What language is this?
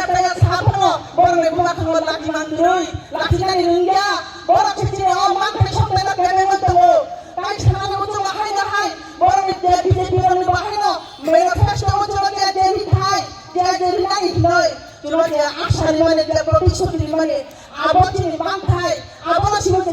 Kok Borok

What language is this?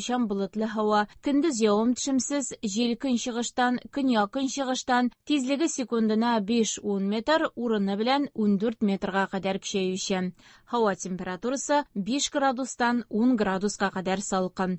Tatar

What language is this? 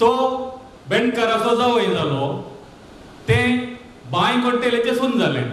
Konkani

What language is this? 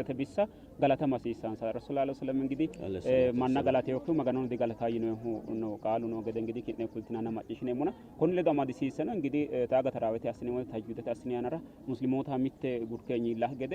Sidamo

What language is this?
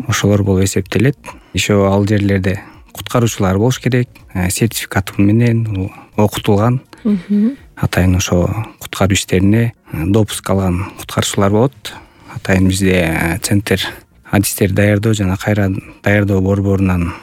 Kyrgyz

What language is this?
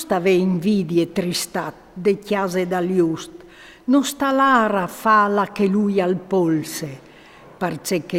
Friulian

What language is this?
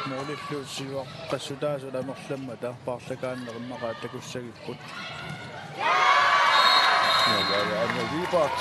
Kalaallisut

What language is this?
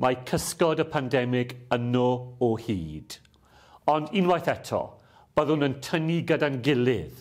Welsh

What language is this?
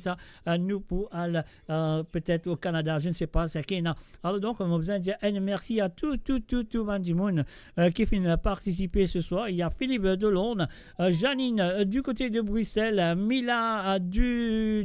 Morisyen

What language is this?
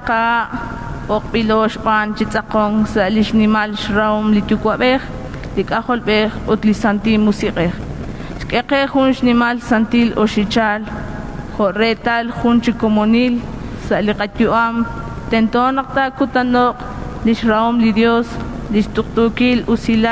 Kekchí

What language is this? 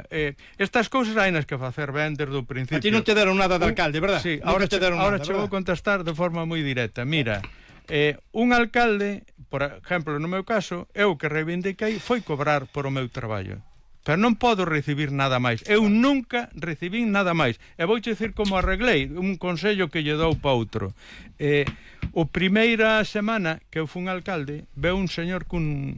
Galician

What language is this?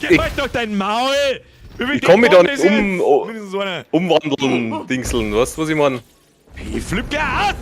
Bavarian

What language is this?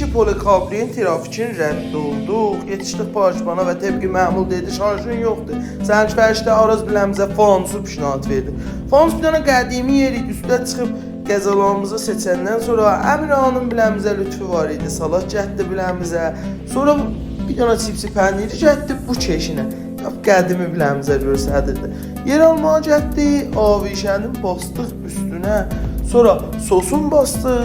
South Azerbaijani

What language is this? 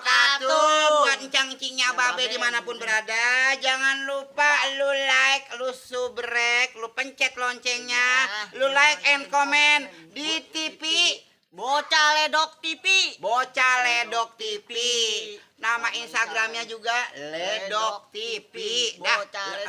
Betawi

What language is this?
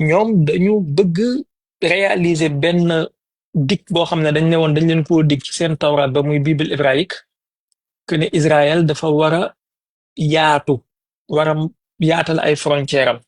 Wolof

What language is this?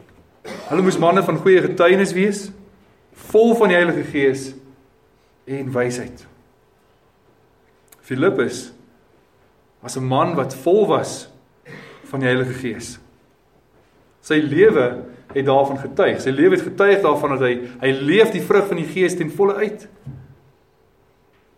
Afrikaans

